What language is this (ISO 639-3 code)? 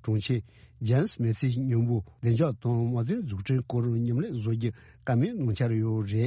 bod